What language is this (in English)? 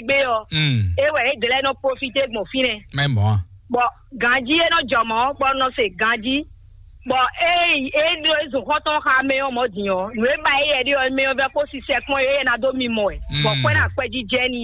Fon